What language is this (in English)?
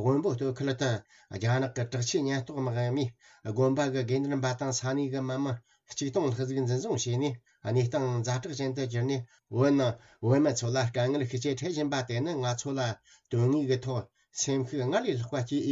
Tibetan